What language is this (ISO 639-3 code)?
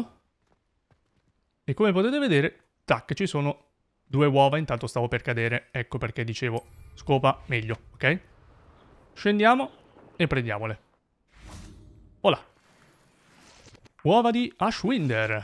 ita